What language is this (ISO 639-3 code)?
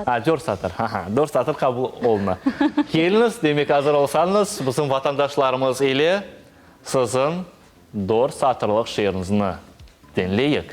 crh